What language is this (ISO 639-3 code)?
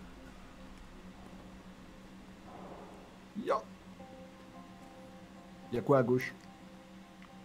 fra